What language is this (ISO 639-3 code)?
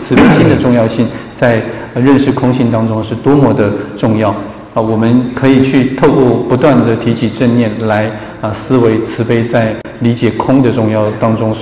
zho